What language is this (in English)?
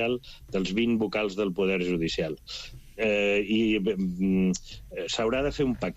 Catalan